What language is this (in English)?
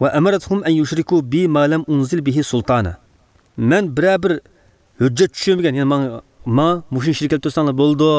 Uyghur